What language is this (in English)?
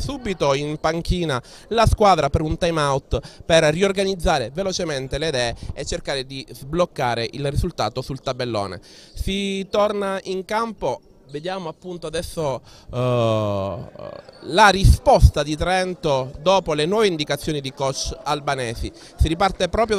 Italian